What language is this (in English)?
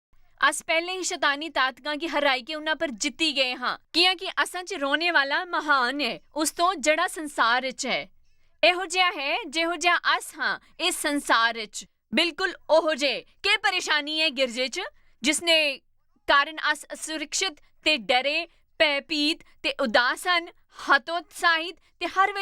Dogri